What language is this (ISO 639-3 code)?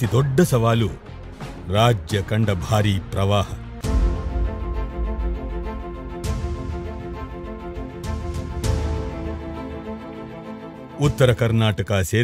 kan